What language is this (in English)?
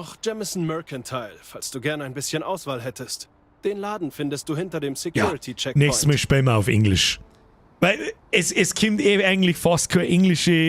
Bavarian